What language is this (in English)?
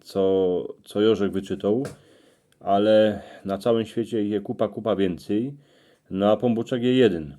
Silesian